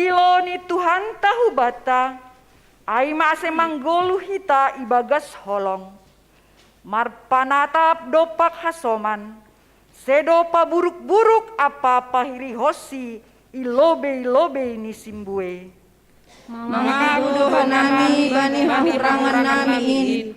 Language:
Batak Simalungun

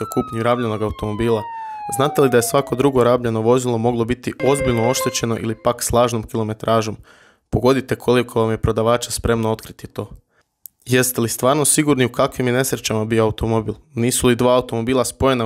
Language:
Croatian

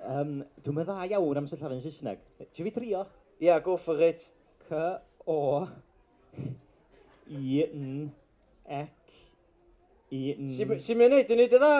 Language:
Welsh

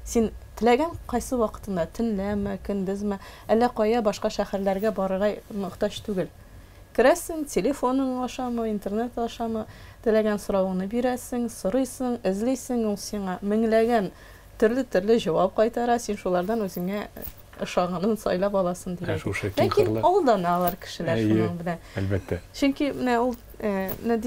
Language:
Tatar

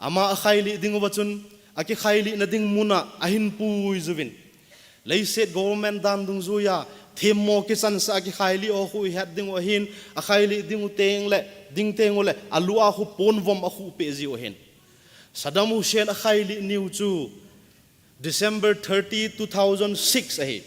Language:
Thado Chin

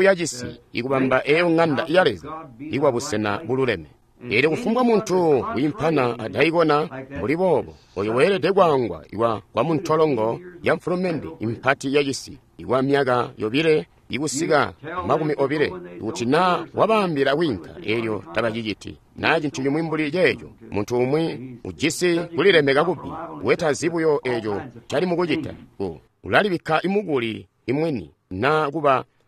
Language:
Tonga (Zambia)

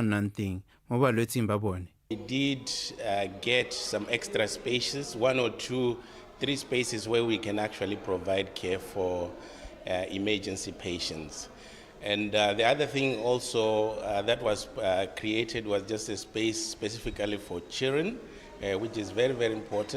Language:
Tswana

